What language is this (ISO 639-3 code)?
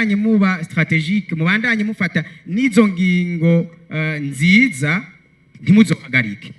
run